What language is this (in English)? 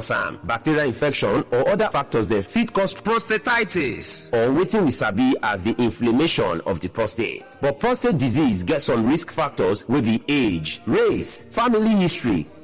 Nigerian Pidgin